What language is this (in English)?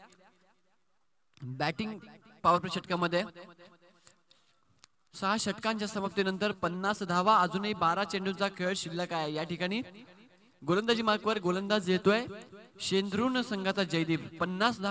Marathi